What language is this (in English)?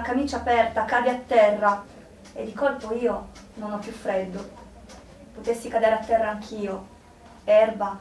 Italian